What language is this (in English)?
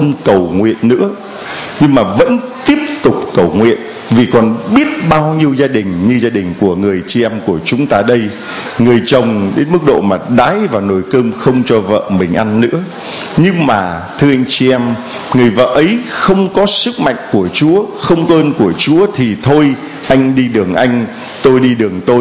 Vietnamese